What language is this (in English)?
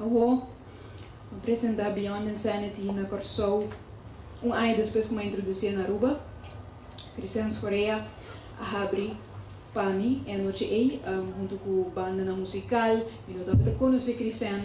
Papiamento